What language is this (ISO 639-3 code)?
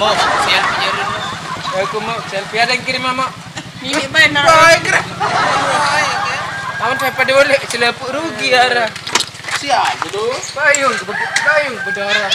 sas